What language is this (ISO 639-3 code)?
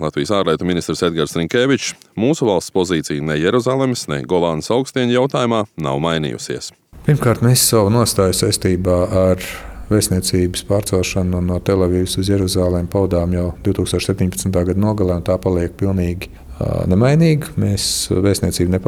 lav